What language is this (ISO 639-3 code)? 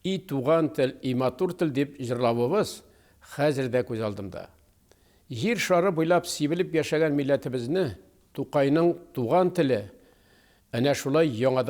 tat